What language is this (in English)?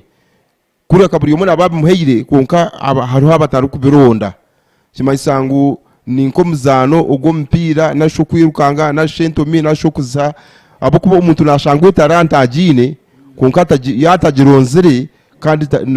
Nyankole